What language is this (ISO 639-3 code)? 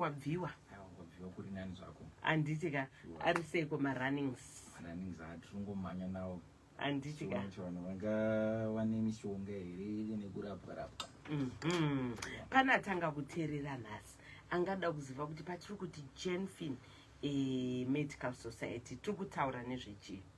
sna